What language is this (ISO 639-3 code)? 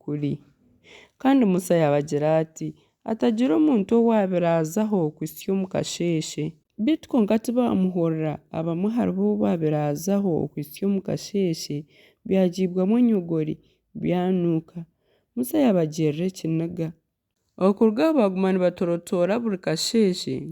nyn